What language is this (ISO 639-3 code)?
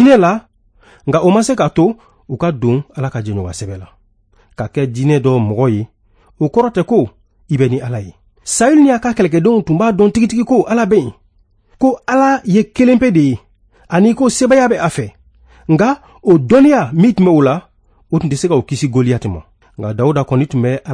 bam